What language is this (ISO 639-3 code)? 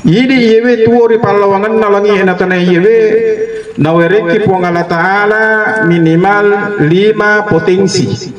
bug